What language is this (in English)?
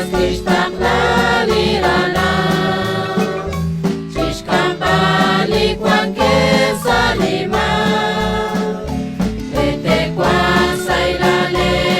Kekchí